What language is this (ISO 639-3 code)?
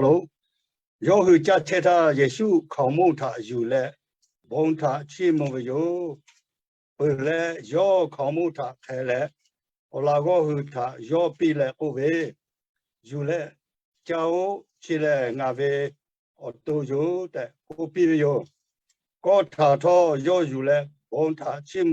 lhu